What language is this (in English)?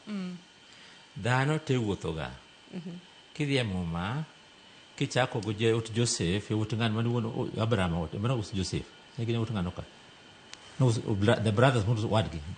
Luo (Kenya and Tanzania)